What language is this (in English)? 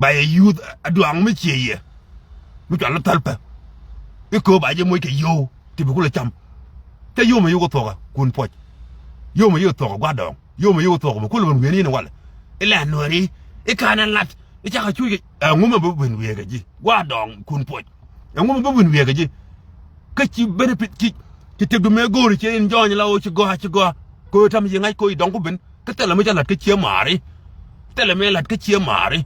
Nuer